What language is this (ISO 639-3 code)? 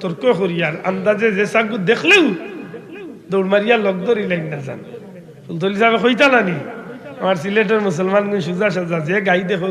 syl